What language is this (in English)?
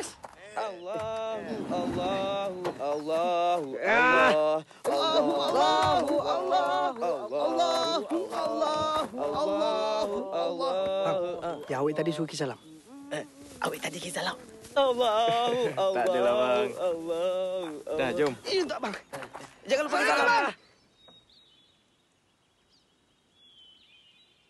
Malay